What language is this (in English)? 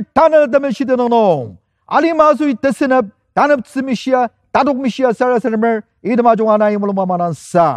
Ao Naga